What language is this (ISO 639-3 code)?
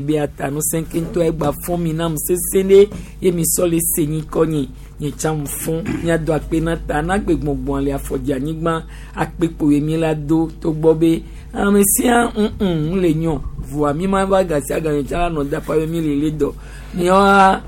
gej